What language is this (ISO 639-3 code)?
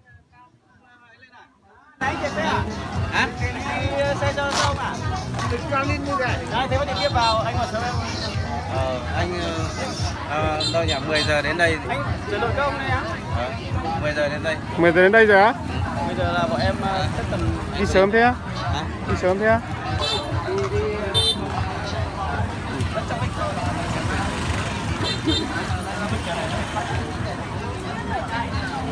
vie